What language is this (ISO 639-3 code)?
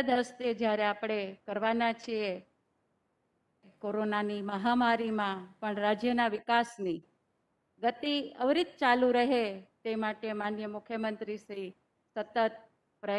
guj